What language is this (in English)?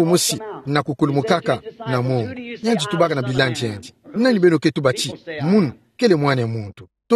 Kituba (Democratic Republic of Congo)